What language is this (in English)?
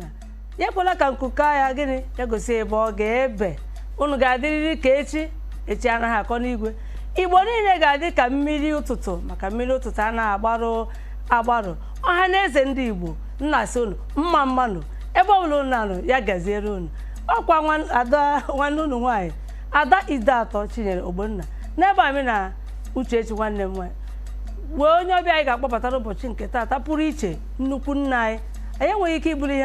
Igbo